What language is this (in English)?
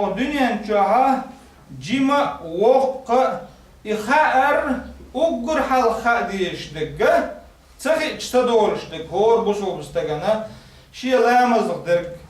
Chechen